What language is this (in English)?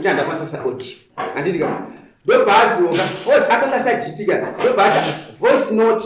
Shona